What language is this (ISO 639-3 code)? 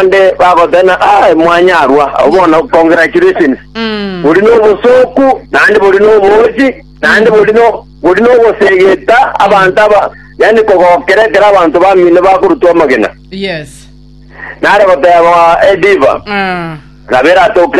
guz